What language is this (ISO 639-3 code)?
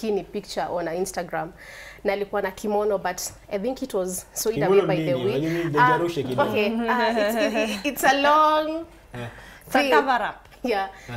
swa